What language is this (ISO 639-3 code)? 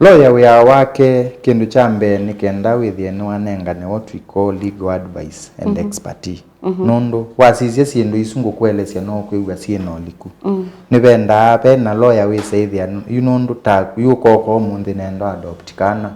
kam